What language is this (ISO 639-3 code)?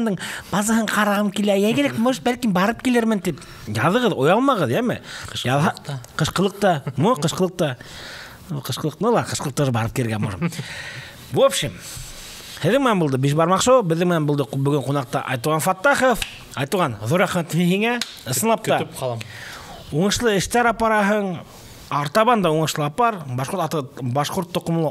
bak